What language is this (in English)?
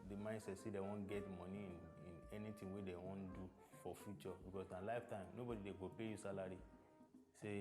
Nigerian Pidgin